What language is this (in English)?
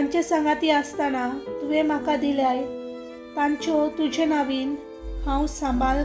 Konkani